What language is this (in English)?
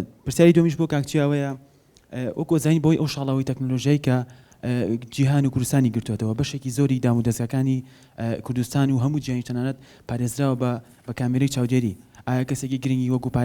Central Kurdish